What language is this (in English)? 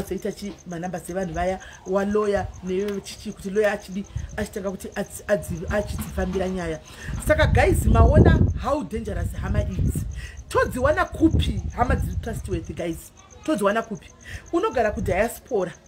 Shona